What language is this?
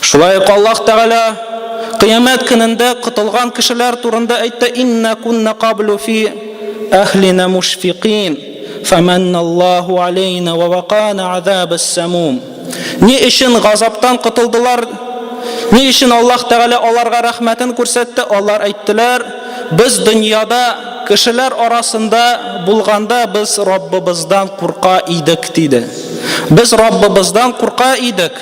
Tatar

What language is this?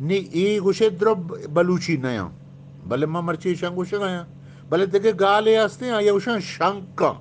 Eastern Balochi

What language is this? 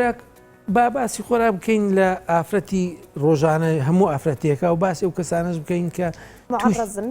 Central Kurdish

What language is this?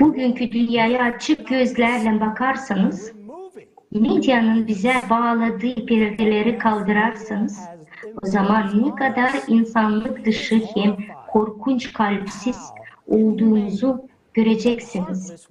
Gagauz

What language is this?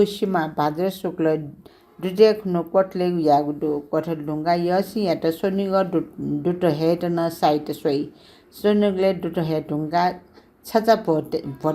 Newari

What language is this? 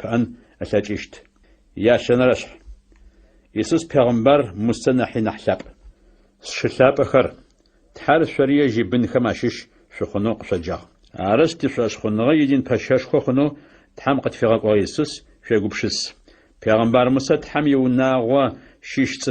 Adyghe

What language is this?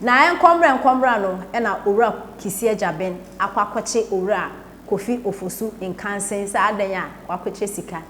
Akan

